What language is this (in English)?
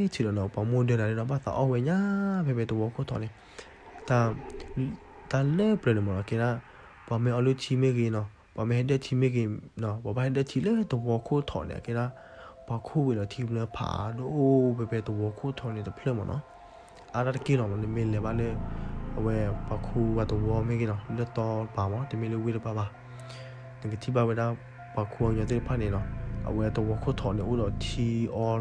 S'gaw Karen